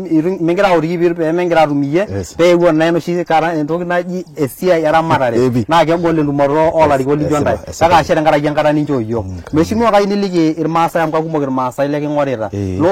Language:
Masai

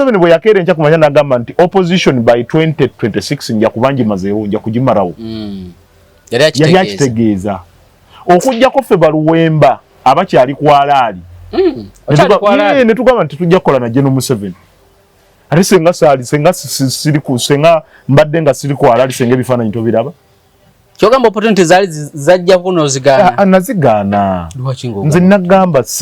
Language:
Ganda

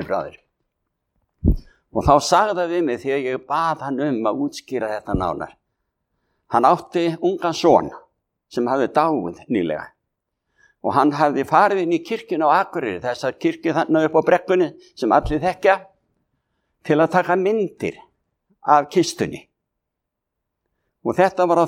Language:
Icelandic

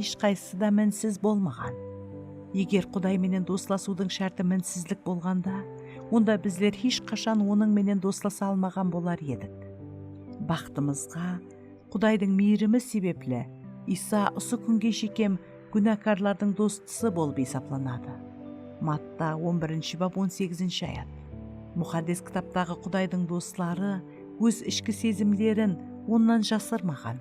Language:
Kara-Kalpak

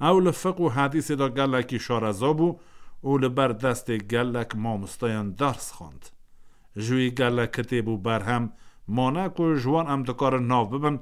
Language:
Kurdish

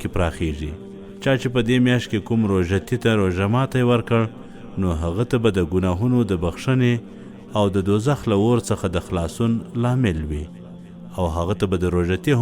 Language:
Pashto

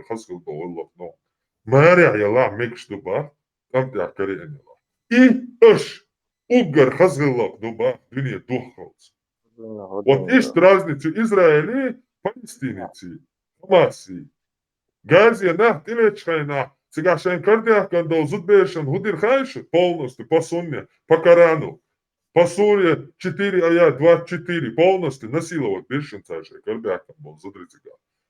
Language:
Chechen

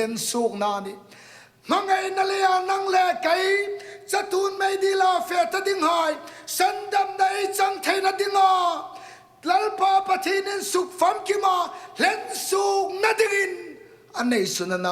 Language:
Hmar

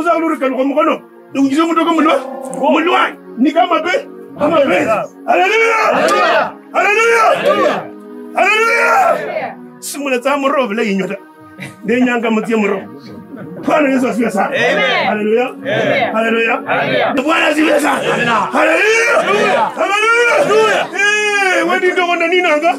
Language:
Kabras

